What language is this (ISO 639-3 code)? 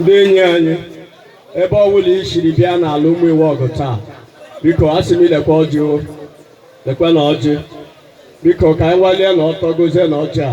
ibo